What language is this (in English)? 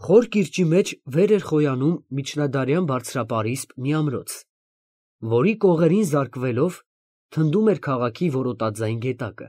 Armenian